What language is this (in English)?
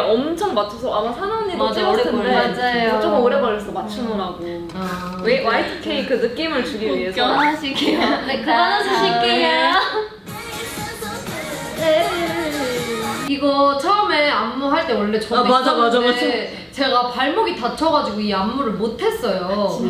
Korean